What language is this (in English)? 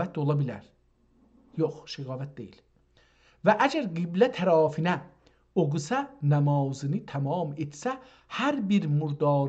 South Azerbaijani